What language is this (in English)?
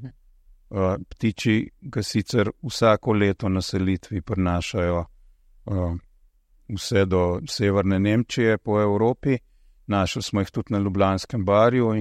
Slovenian